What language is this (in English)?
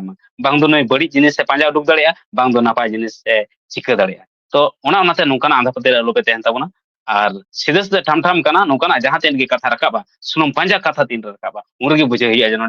Santali